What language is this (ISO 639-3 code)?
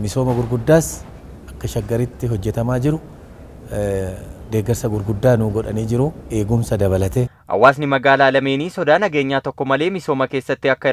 orm